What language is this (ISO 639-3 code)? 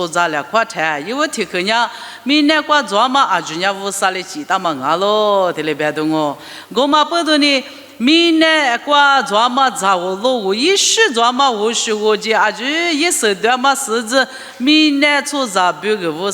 lis